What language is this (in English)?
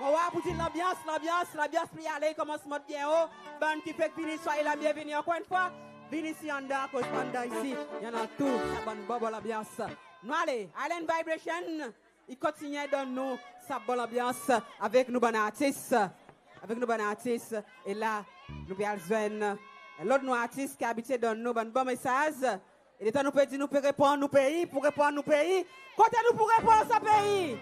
Seselwa Creole French